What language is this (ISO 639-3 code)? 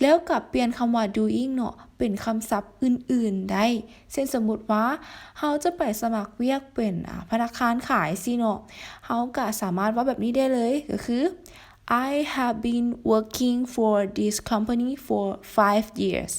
lao